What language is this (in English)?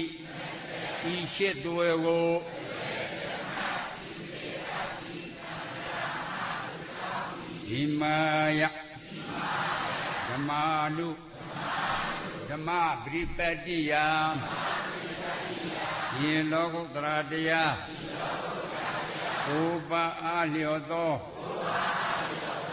Burmese